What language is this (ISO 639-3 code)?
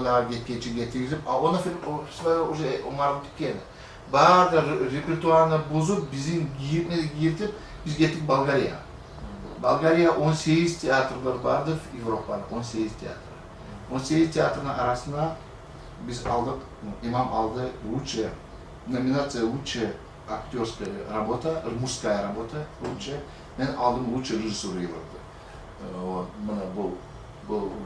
kum